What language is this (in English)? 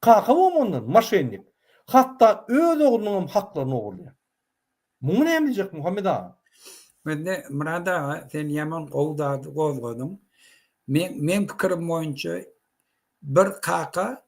Turkmen